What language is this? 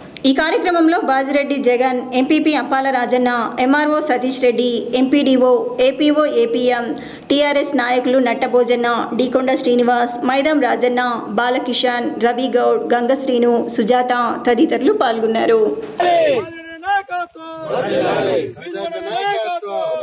Telugu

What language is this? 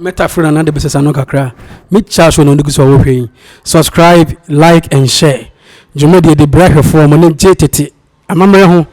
Akan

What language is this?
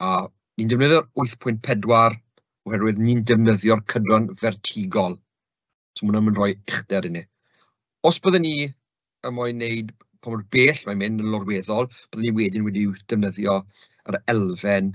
Welsh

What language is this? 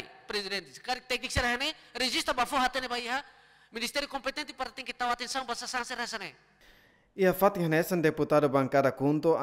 Tetum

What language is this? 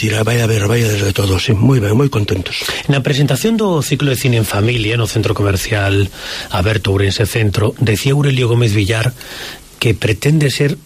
Galician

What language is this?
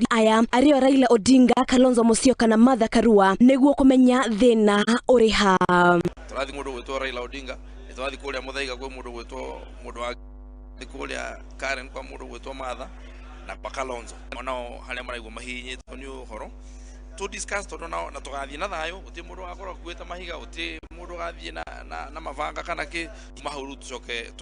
Kikuyu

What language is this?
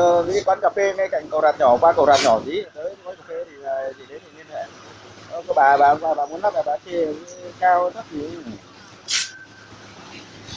Vietnamese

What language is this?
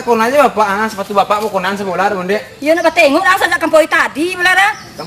Minangkabau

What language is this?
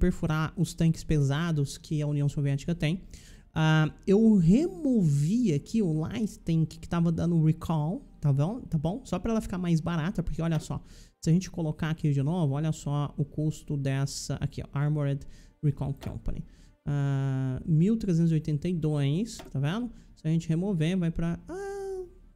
Portuguese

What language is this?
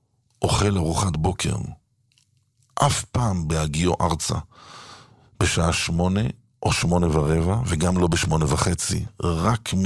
Hebrew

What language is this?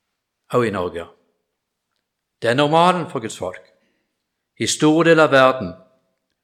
Norwegian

